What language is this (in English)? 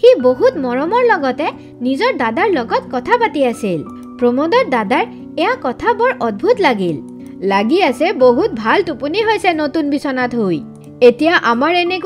Assamese